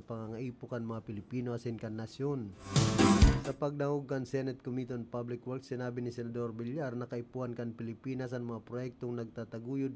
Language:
Bikol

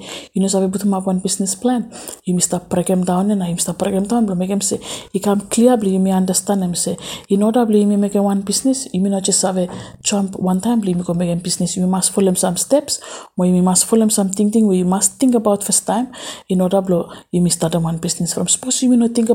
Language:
Bislama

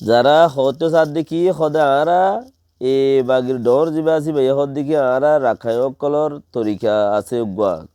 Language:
Rohingya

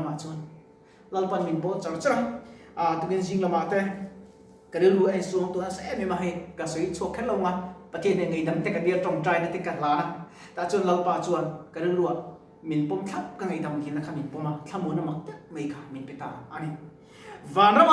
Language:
Mizo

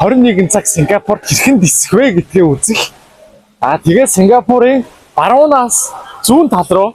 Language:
Mongolian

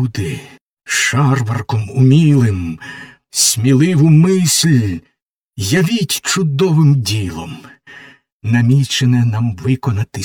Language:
Ukrainian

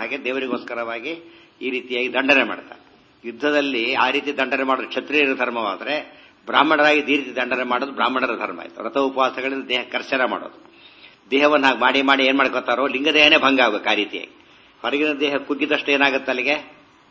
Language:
Kannada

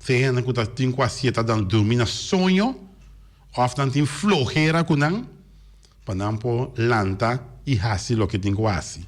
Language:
Papiamento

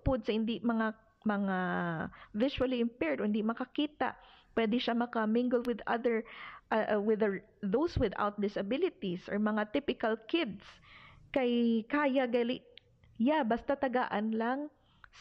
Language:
Hiligaynon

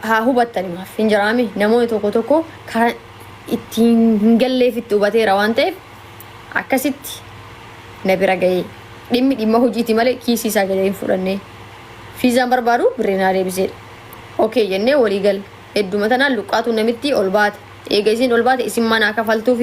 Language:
Oromo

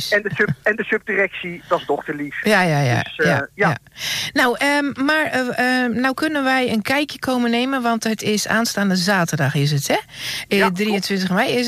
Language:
Dutch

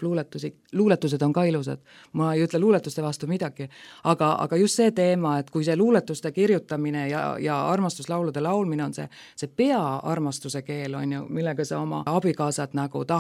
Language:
Estonian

